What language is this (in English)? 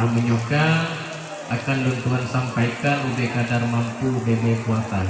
Achinese